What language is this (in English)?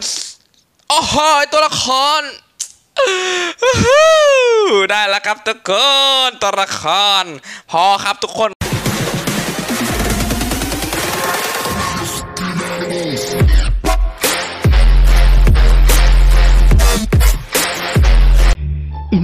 Thai